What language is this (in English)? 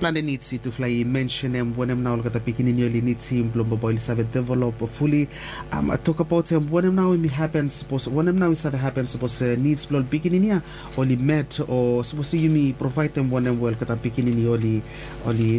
Bislama